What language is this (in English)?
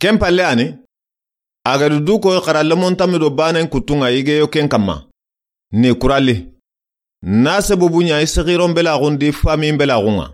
Soninke